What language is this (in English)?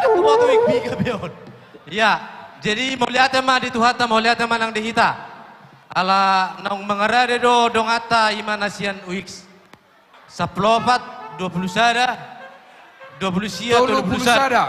Batak Toba